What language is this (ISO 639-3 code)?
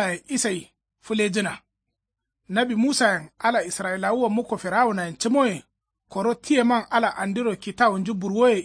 kau